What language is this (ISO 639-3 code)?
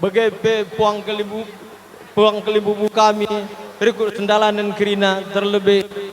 btx